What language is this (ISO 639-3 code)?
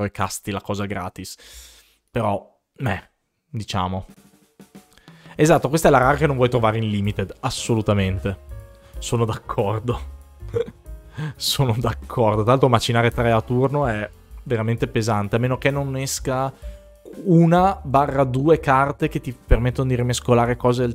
ita